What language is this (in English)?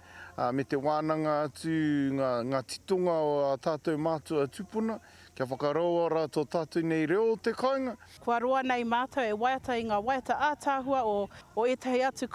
Māori